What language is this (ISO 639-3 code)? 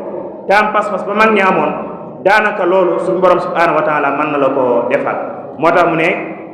wol